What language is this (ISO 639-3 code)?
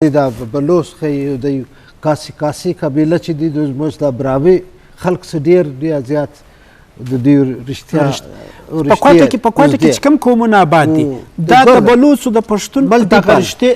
bgp